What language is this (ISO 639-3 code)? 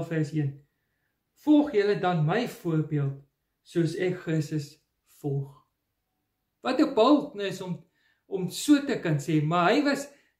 afr